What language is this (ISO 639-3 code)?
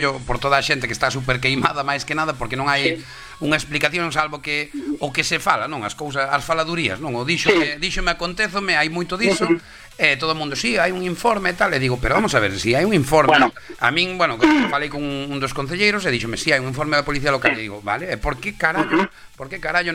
glg